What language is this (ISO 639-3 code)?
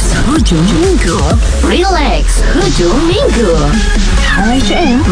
msa